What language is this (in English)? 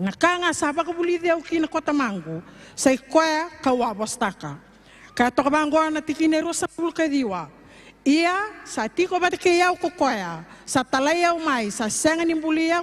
Fijian